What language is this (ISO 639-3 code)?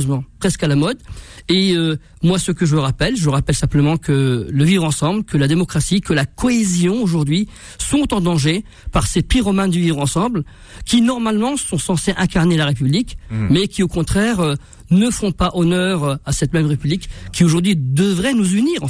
fra